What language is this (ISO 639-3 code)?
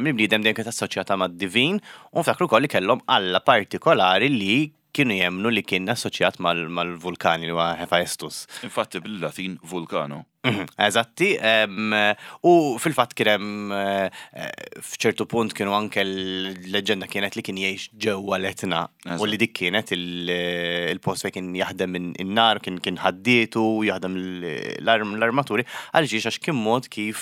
mlt